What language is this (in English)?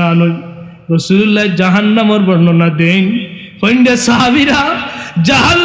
Sylheti